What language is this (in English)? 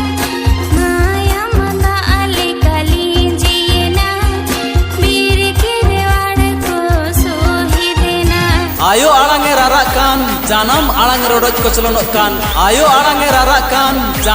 Santali